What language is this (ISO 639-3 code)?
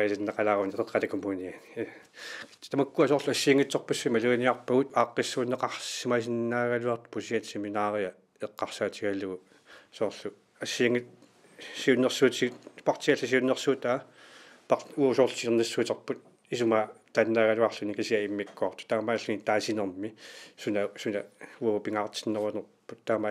kal